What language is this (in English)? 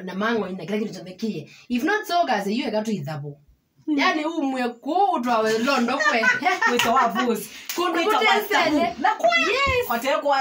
Kamba